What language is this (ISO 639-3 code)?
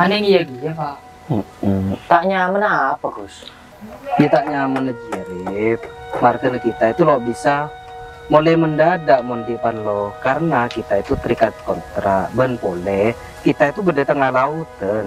mad